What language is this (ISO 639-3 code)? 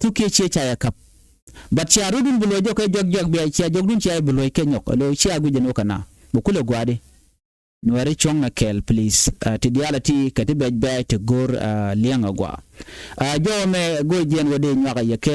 nus